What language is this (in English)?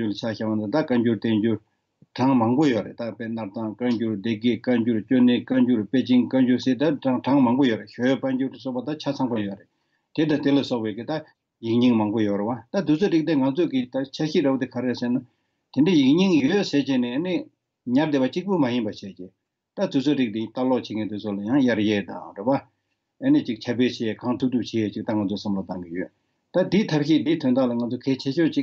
Tibetan